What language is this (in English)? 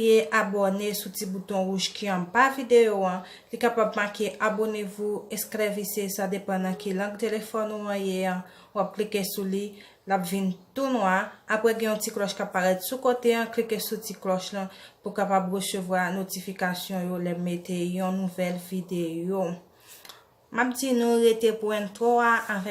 Haitian Creole